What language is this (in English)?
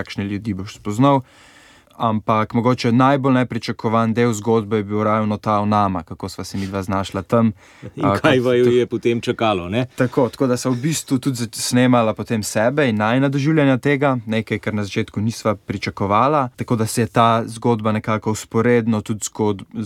Slovenian